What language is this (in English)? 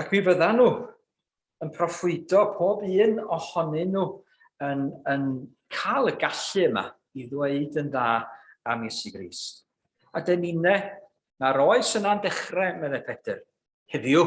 Welsh